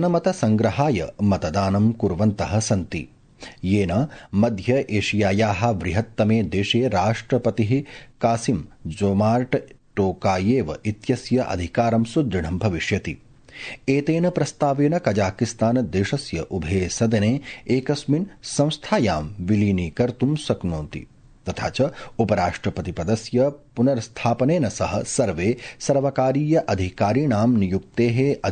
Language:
Sanskrit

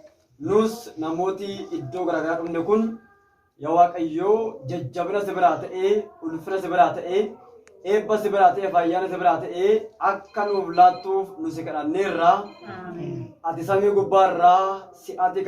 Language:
Oromo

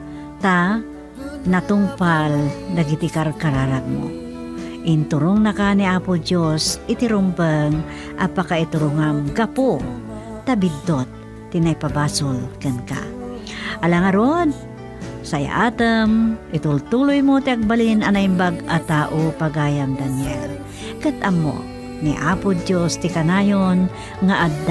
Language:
Iloko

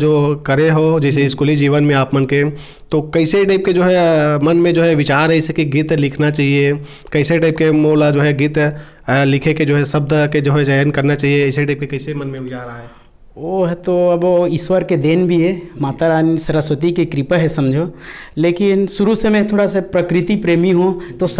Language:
Chhattisgarhi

